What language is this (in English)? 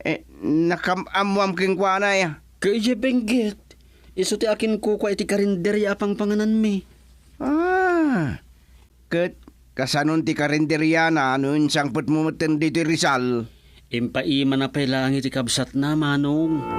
Iloko